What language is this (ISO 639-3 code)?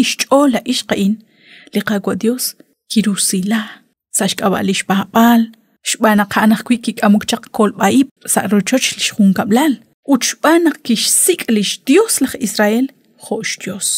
kek